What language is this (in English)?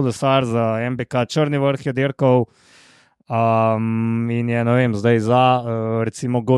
Slovenian